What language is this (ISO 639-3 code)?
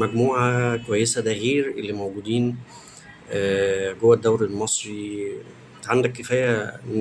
arz